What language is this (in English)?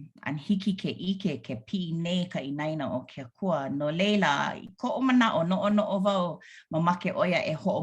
Hawaiian